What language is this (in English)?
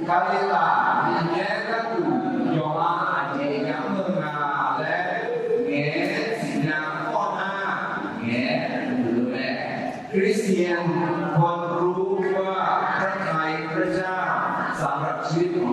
Akha